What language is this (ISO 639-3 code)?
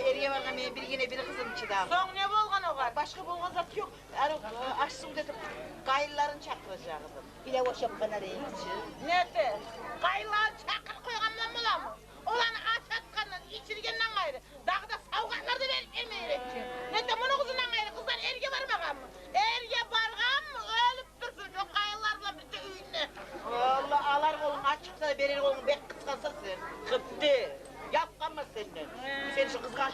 kum